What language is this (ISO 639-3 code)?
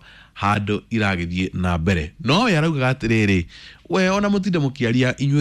kik